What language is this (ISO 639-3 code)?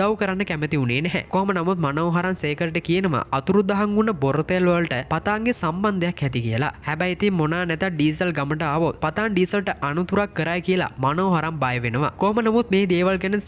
sin